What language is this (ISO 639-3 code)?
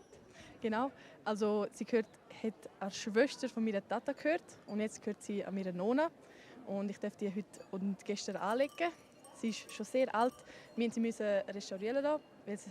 roh